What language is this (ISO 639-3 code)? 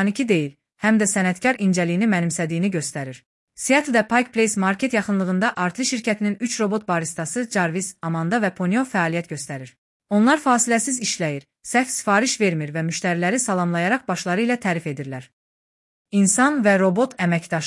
aze